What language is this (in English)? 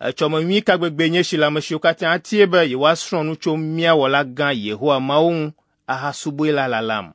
Ewe